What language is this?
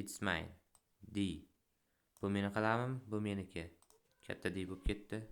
Uzbek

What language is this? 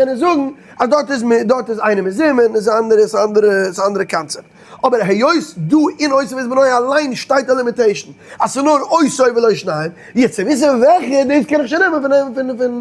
Yiddish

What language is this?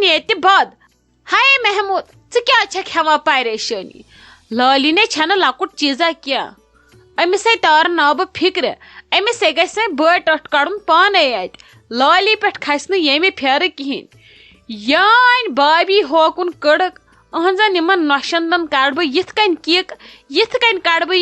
Kashmiri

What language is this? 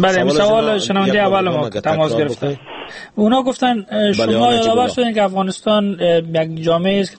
Persian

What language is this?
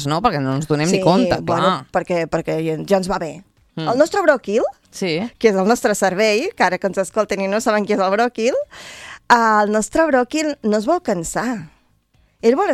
Catalan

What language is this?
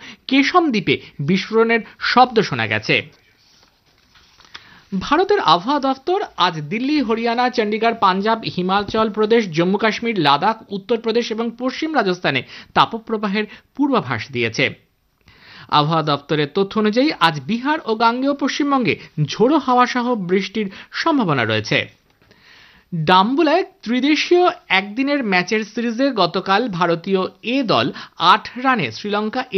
Bangla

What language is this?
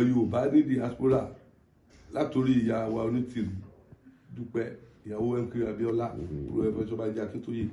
Yoruba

